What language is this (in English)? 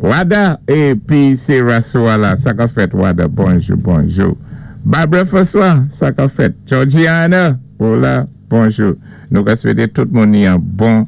Saint Lucian Creole French